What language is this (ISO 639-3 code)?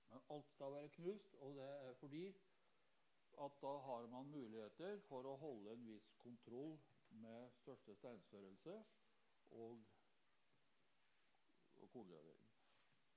nor